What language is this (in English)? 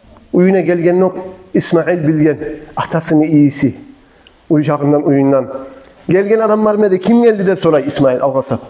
Kumyk